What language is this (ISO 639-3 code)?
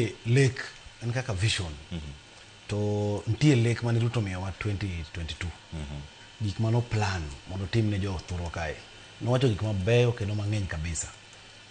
luo